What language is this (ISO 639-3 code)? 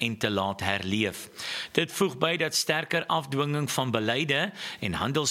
afr